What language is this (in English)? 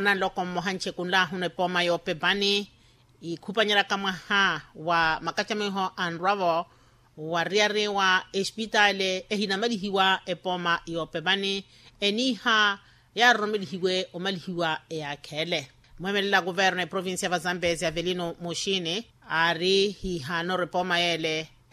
Makhuwa